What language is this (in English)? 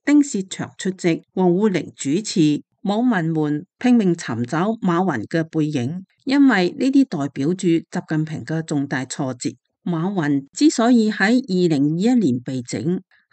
Cantonese